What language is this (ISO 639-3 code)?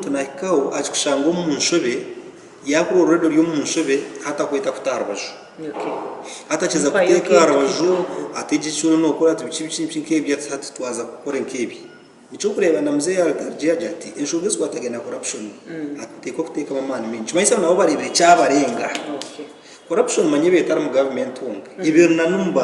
nyn